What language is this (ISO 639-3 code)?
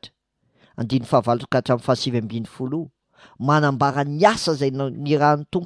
mlg